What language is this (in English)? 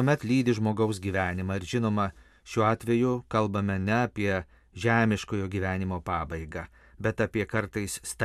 Lithuanian